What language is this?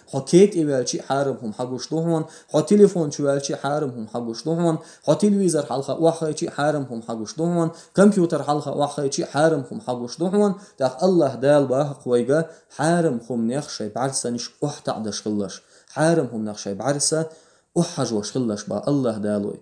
Chechen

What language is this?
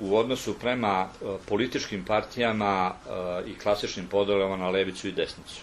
Serbian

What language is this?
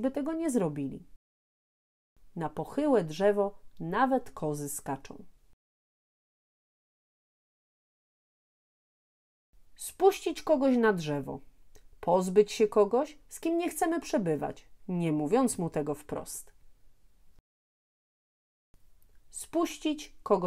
Polish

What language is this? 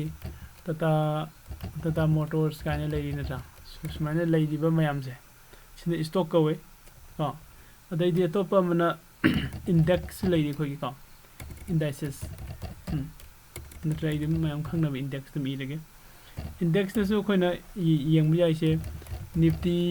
Manipuri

